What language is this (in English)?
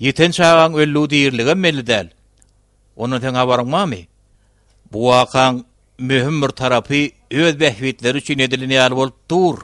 Turkmen